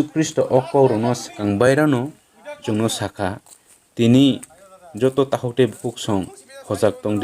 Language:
Kok Borok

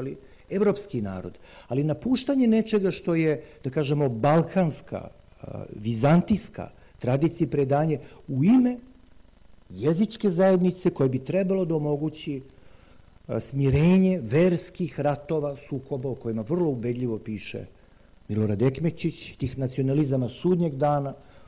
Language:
Serbian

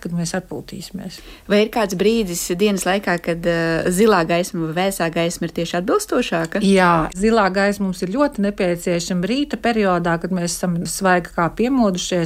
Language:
Latvian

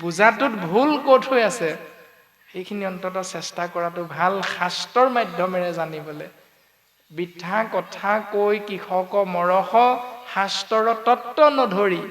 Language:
Assamese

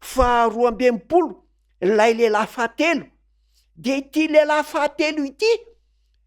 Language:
Malagasy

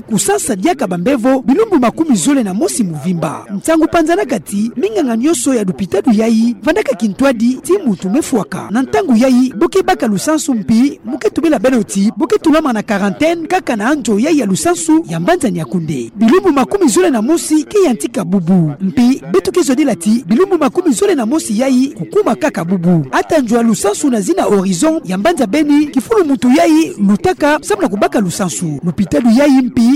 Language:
Kituba (Democratic Republic of Congo)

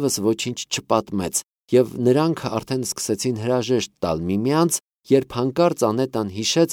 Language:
Armenian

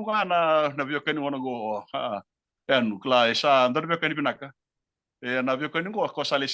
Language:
Fijian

